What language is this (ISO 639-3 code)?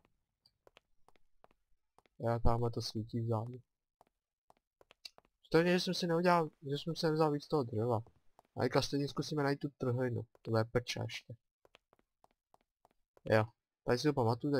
ces